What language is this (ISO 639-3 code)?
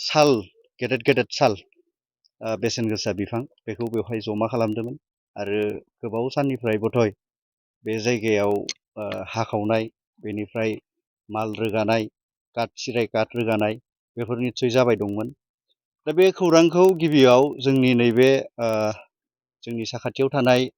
brx